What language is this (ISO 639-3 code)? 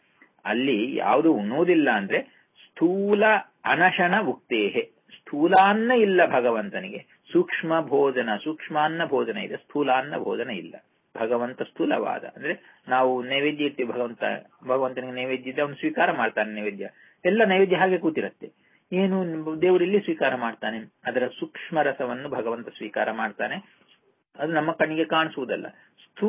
kan